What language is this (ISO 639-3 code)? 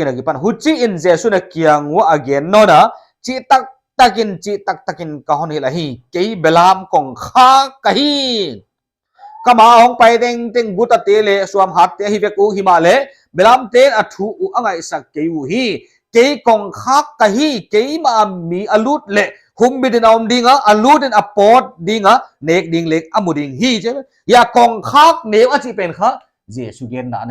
pck